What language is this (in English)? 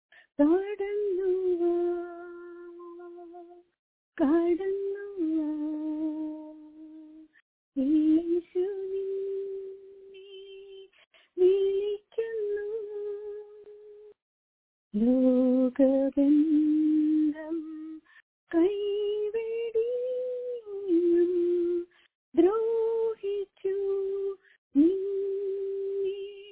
Malayalam